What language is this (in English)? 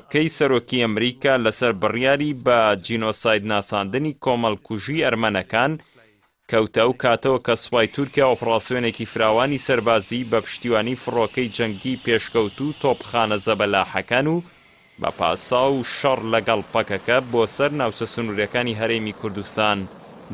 Central Kurdish